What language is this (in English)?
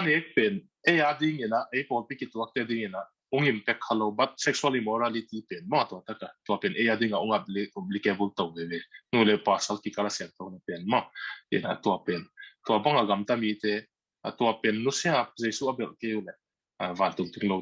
Tedim Chin